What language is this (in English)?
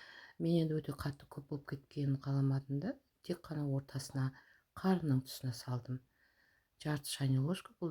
Kazakh